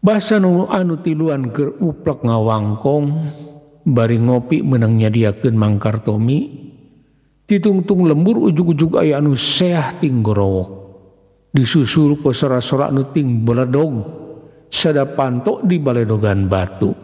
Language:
Sundanese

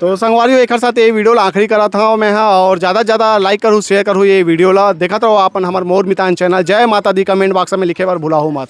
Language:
Chhattisgarhi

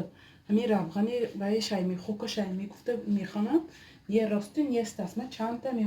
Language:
Tajik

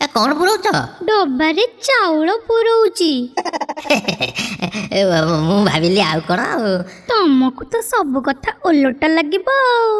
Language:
Odia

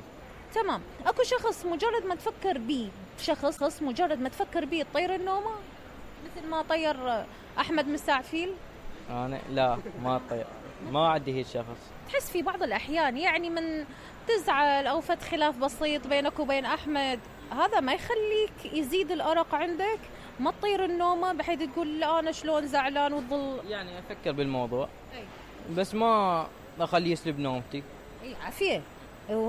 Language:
Mesopotamian Arabic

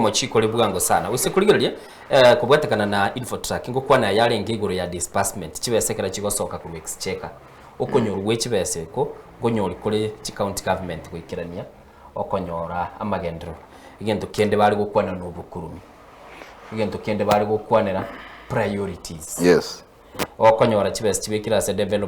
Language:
Gusii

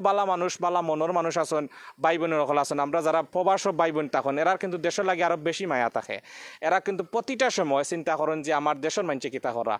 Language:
Sylheti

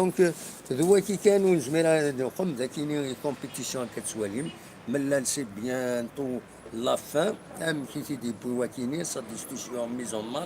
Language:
Kabyle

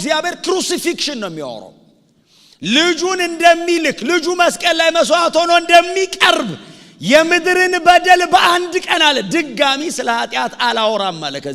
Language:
Amharic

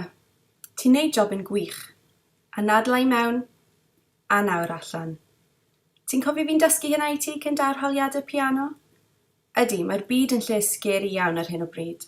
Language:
Welsh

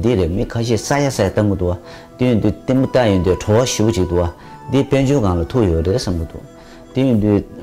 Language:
Tibetan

